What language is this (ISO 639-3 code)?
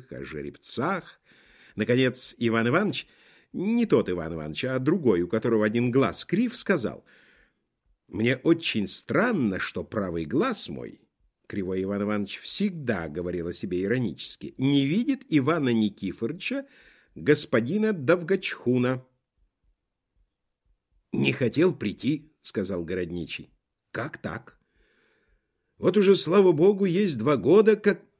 rus